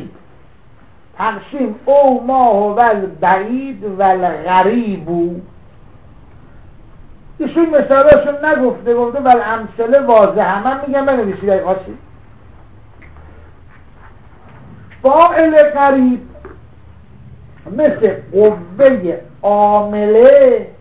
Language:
Persian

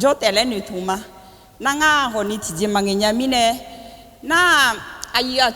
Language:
Akha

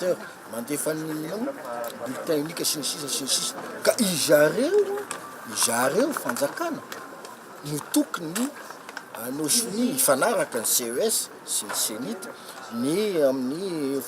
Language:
Malagasy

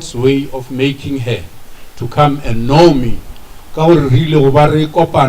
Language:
Northern Sotho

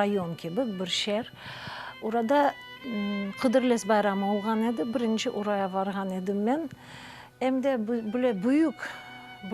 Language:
Crimean Tatar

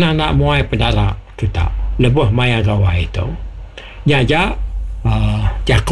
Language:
Iban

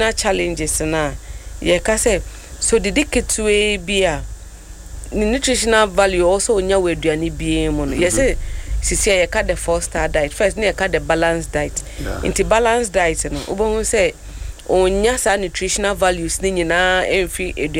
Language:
Akan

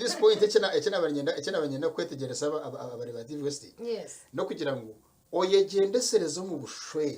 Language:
Nyankole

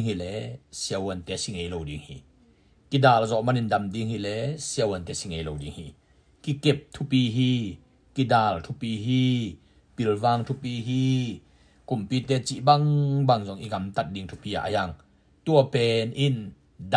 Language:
Tedim Chin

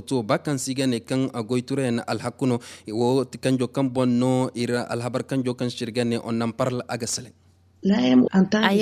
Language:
Zarma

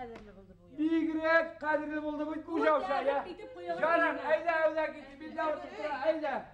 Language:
Bashkir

